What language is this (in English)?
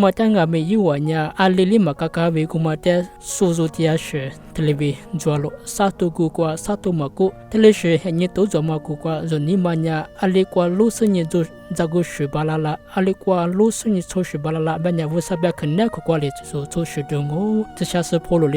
Lisu